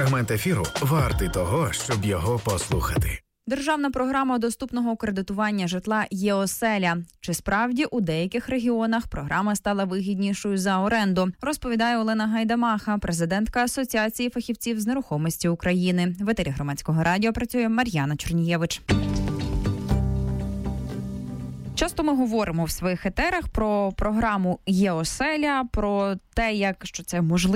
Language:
Ukrainian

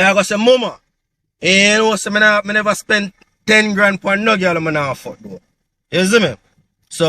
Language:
Jamaican Creole English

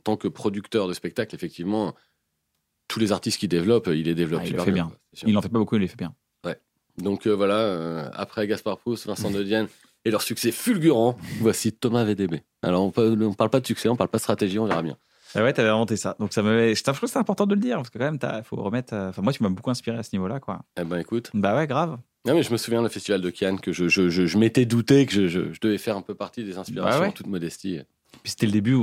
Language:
French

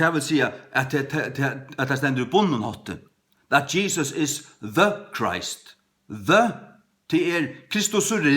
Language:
Faroese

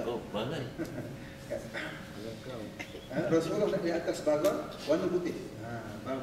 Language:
Malay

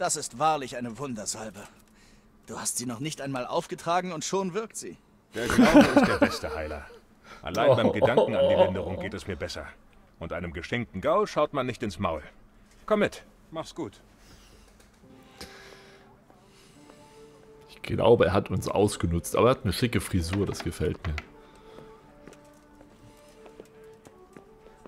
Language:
German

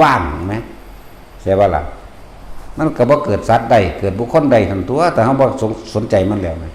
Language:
Northeastern Thai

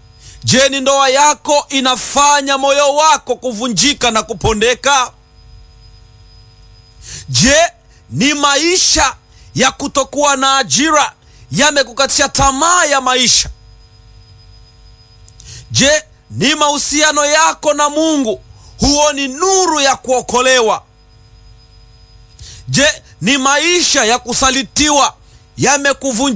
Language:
Swahili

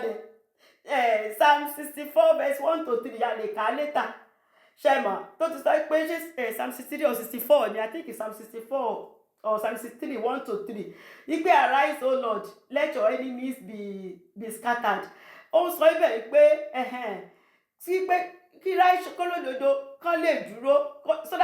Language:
Yoruba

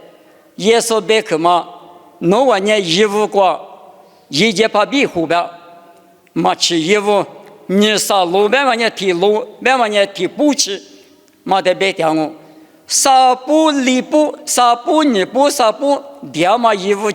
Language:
Lisu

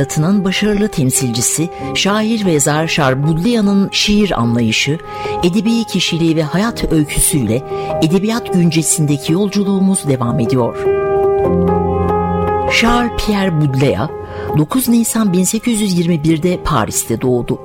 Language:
Turkish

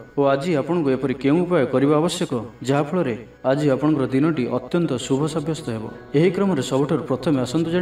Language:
Odia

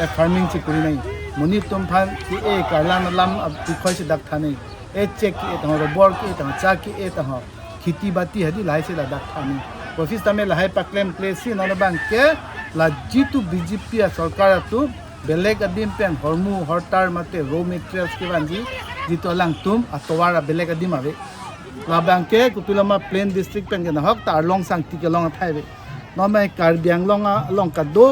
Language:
Karbi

